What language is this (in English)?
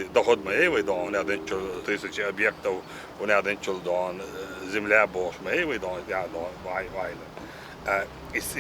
Chechen